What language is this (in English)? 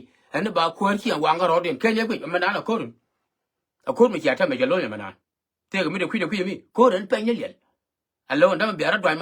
Nuer